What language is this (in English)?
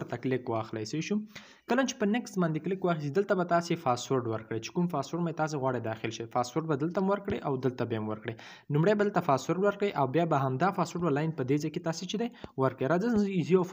Pashto